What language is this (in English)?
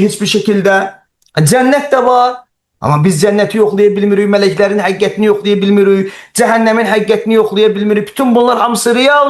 Azerbaijani